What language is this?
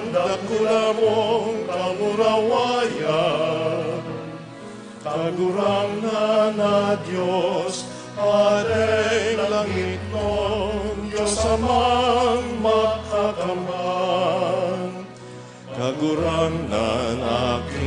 Bikol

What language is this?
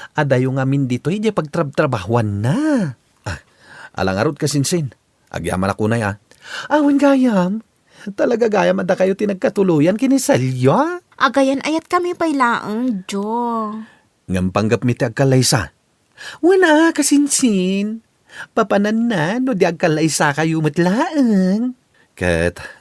Iloko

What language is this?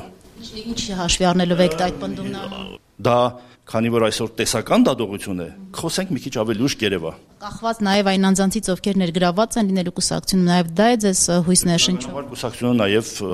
Armenian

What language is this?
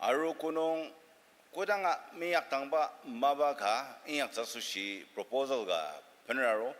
Ao Naga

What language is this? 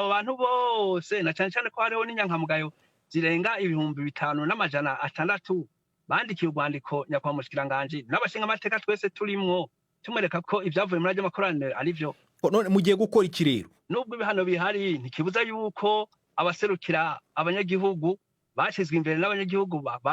Rundi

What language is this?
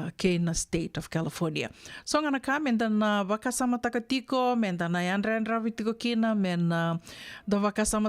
Fijian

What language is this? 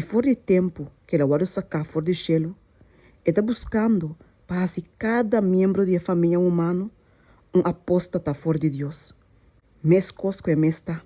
Papiamento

